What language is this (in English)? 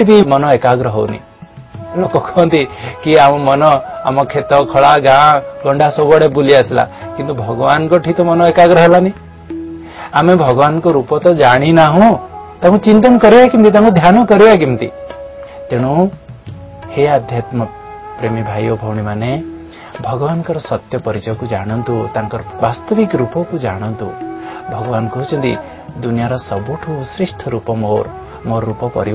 Odia